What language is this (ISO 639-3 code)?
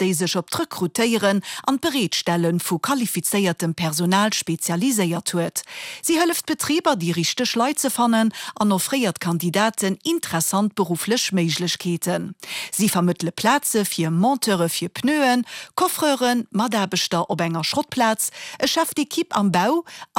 ltz